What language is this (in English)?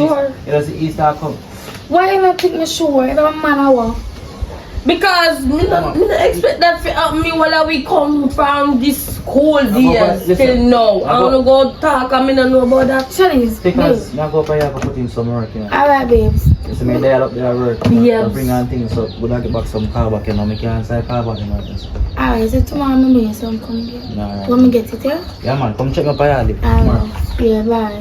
Jamaican Creole English